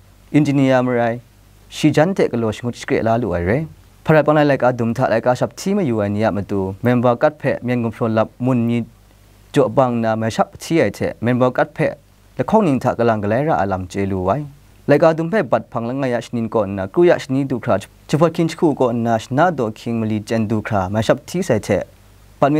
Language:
Kachin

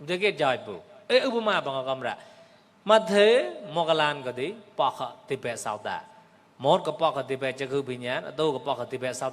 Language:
Mon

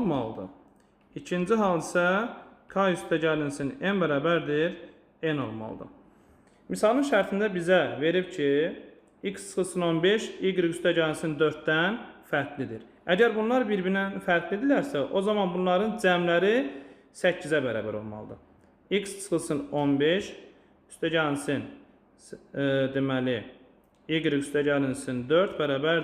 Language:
Azerbaijani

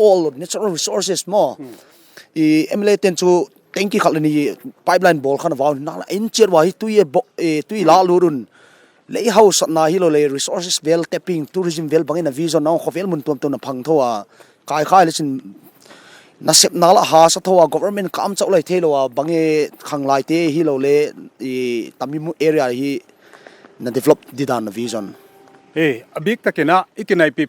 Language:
Paite Chin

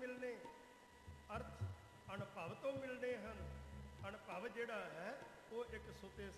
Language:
Punjabi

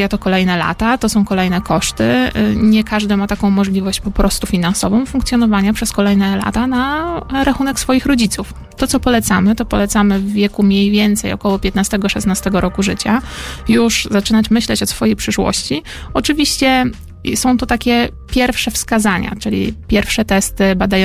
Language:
Polish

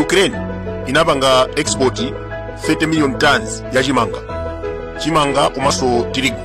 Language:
Nyanja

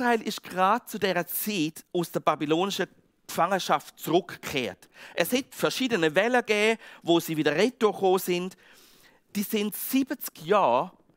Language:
Swiss German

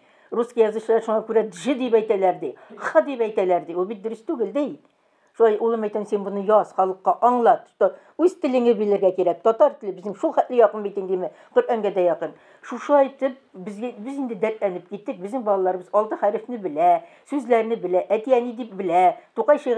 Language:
Tatar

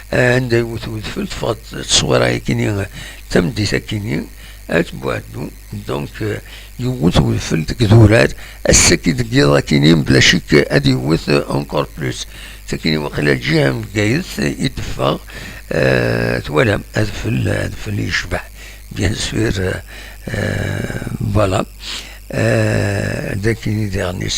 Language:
Kabyle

